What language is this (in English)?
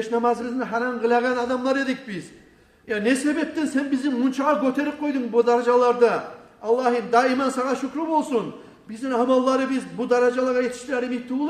Kumyk